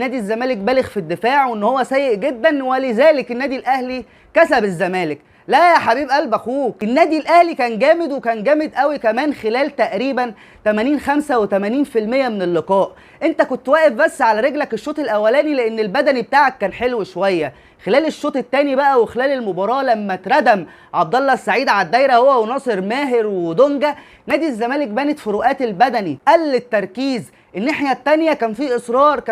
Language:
Egyptian Arabic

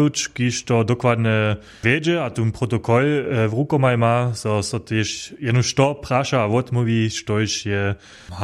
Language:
Upper Sorbian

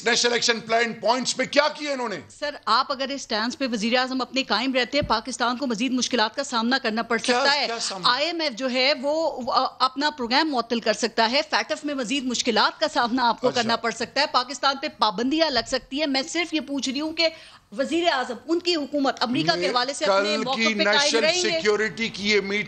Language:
Urdu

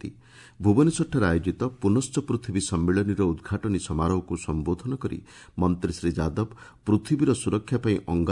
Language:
Odia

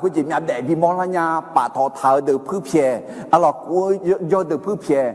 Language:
Akha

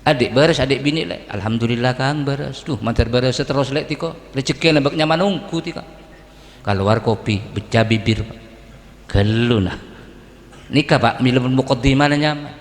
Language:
Madurese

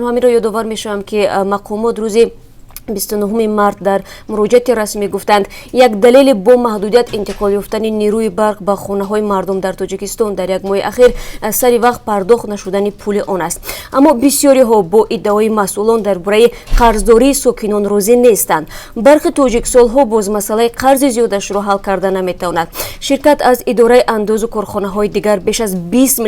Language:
Tajik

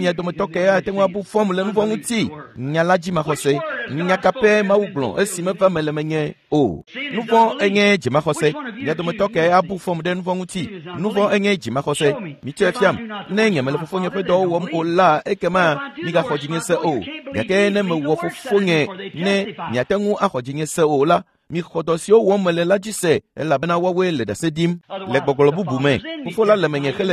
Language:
Ewe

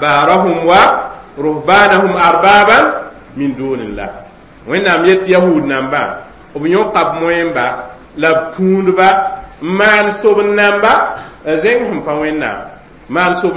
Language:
Mossi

